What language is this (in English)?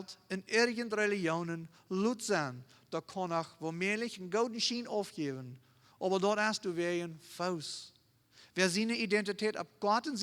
Plautdietsch